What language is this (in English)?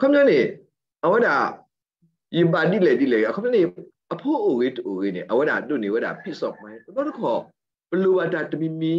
S'gaw Karen